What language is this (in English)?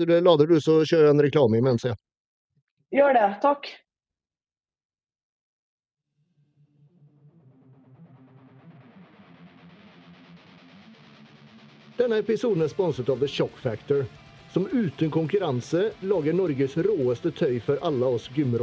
Norwegian